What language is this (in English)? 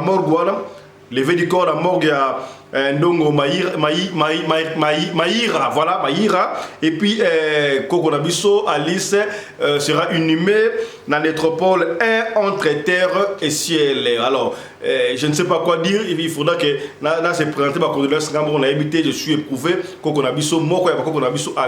Lingala